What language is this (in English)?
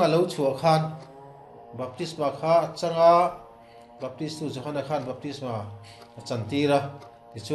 Mizo